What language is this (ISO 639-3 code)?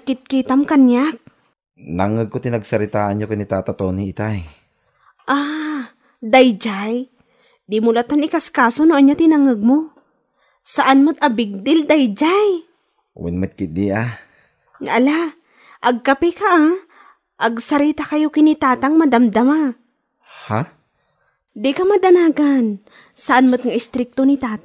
ilo